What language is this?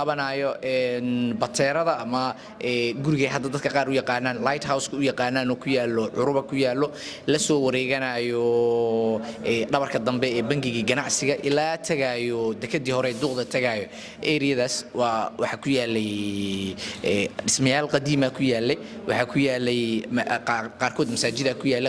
Somali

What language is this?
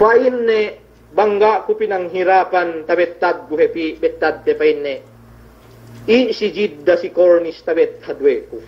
Yakan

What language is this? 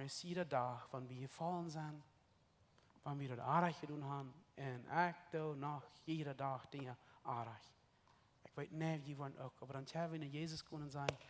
Plautdietsch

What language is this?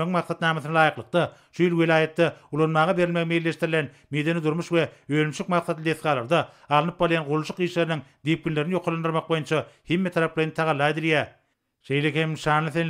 Turkmen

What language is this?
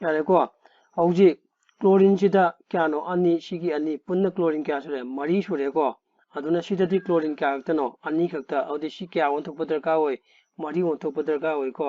Manipuri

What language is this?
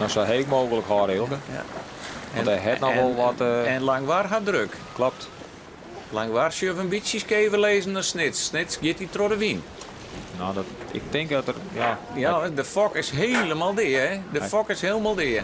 Western Frisian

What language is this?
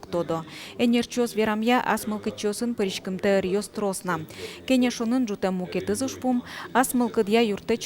Udmurt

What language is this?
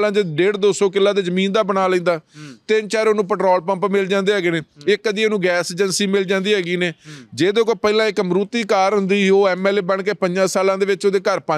Punjabi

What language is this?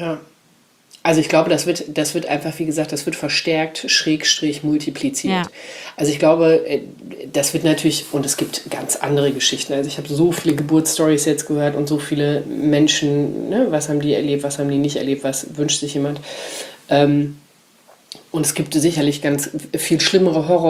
German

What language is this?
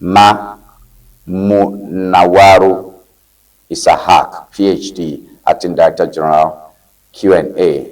Ewe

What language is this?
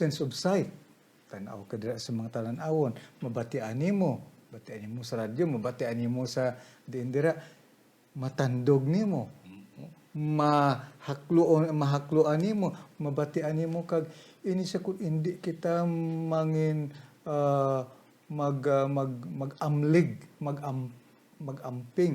Hiligaynon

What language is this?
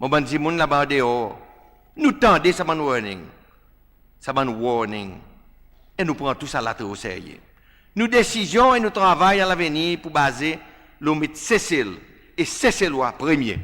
Seselwa Creole French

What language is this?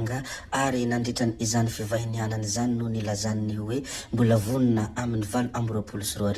Malagasy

